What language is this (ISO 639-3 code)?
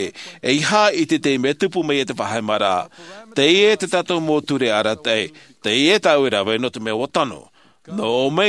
tah